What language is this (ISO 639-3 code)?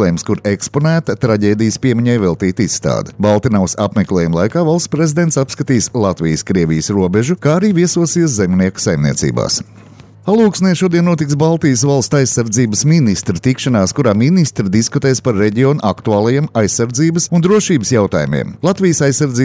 lav